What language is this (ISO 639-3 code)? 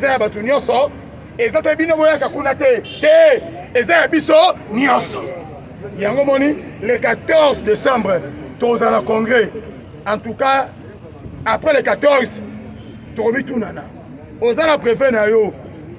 lin